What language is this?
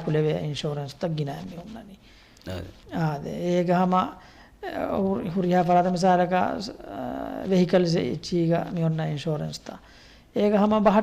Divehi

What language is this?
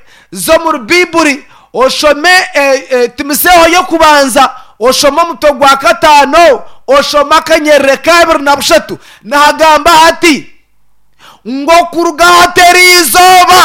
Nyankole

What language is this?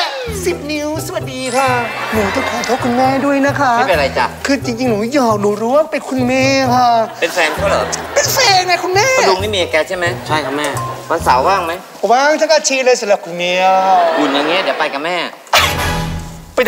Thai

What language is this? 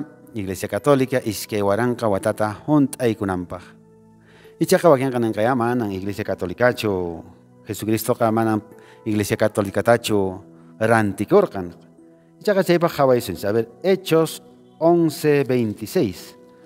Quechua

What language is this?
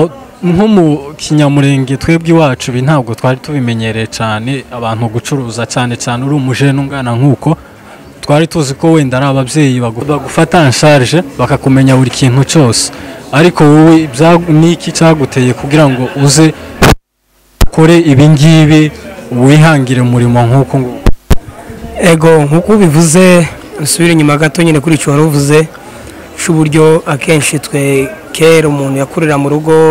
Kinyarwanda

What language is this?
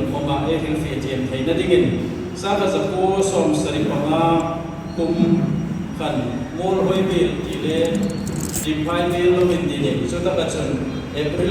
Hmar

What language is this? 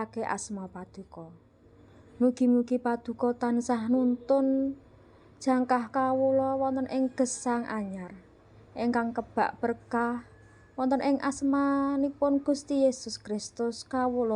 Javanese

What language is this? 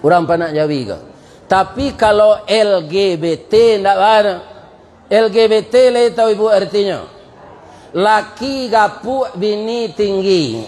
Minangkabau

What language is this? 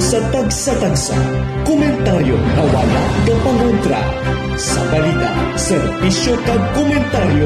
Hiligaynon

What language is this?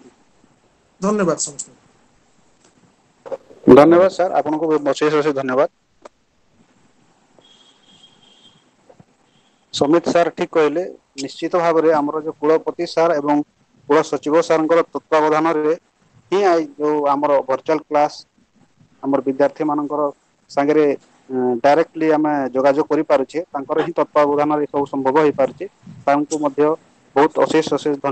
Odia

